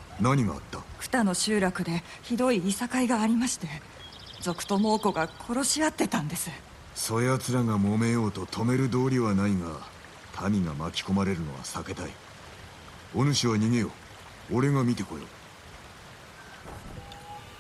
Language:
Japanese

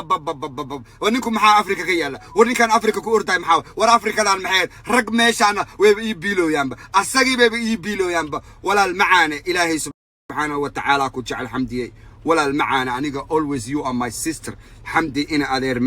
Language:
Somali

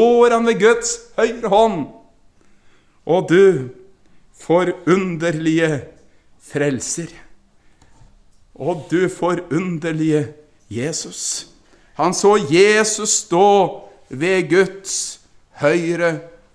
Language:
Norwegian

